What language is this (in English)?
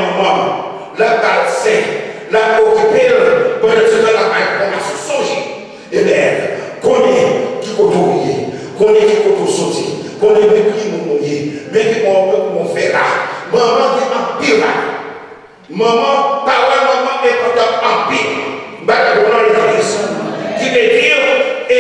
Haitian Creole